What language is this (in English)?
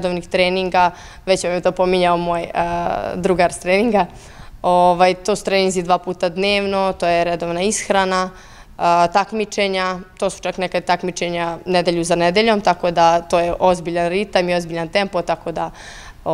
Serbian